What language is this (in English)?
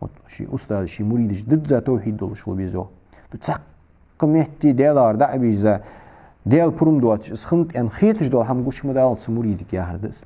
Ingush